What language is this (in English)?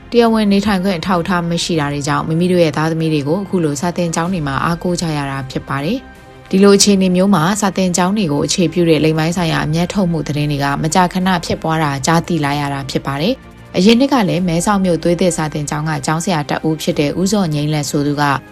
Burmese